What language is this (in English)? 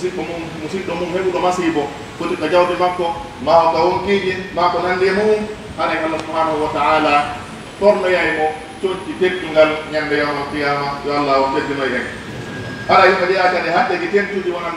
Pular